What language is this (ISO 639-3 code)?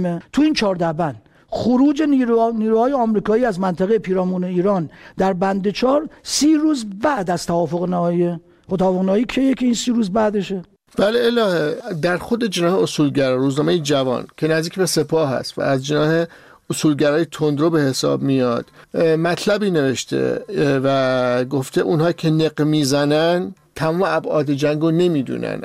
fas